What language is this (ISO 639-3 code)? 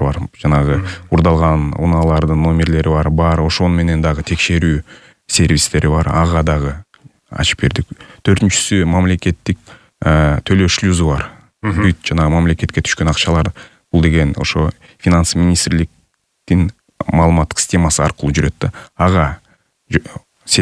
kir